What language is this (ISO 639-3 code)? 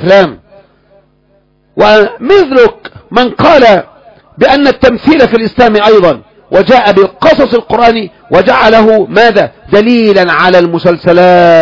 ara